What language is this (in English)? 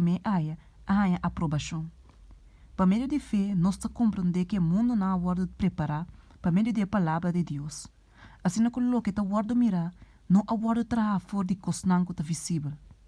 Papiamento